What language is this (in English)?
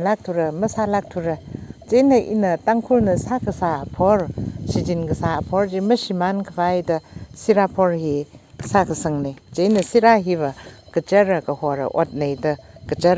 Tangkhul Naga (India)